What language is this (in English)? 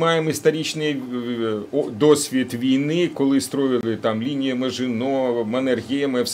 Ukrainian